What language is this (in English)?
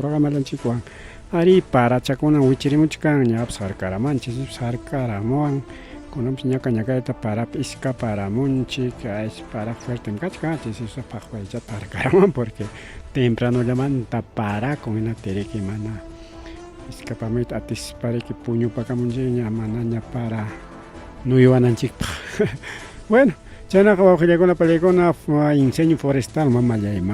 Ayacucho Quechua